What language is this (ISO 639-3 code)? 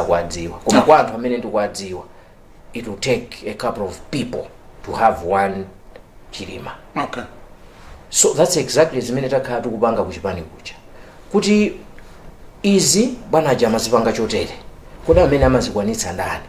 nya